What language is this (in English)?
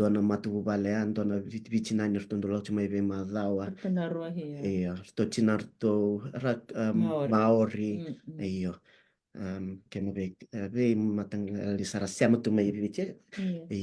Fijian